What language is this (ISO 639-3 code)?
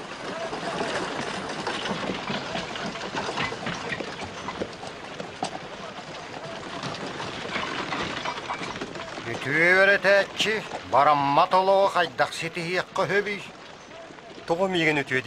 sah